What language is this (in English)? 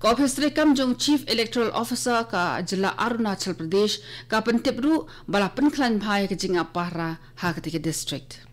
Khasi